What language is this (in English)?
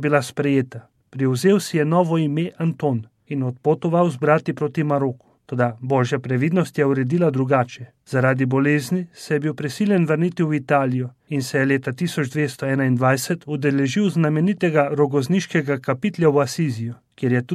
Slovenian